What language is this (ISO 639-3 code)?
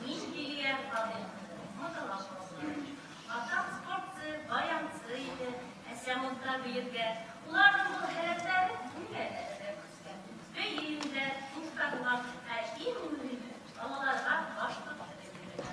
bak